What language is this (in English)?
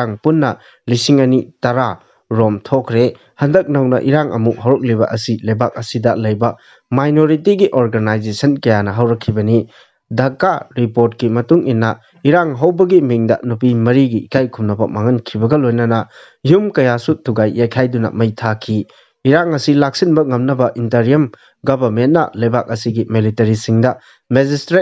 Manipuri